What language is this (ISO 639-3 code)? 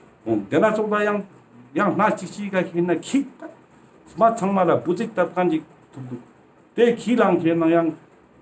lbj